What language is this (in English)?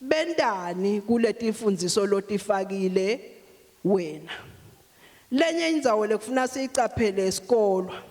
Swati